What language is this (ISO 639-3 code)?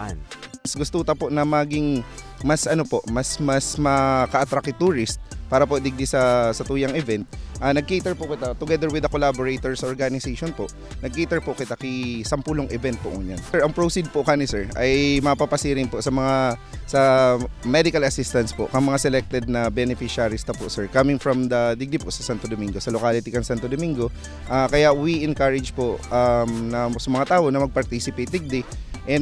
bik